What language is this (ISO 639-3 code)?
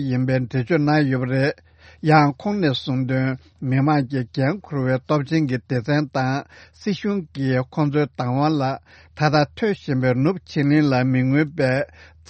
bod